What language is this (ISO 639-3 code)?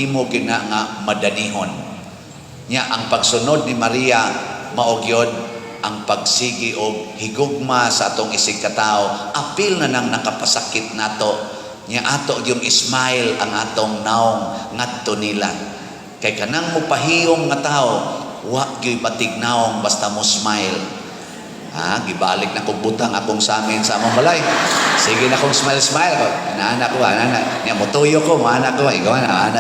ceb